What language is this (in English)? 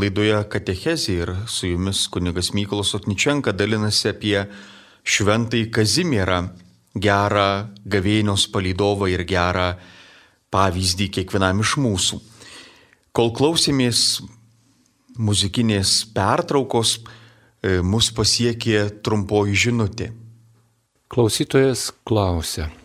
Lithuanian